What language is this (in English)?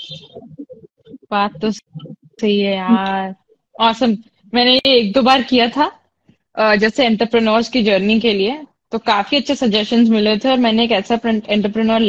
Hindi